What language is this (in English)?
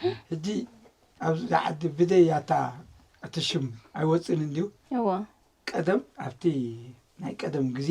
Tigrinya